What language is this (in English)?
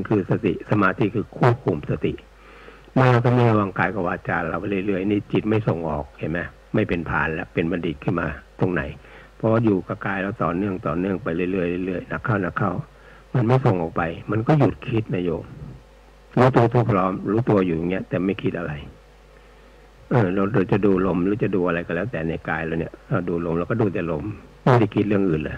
Thai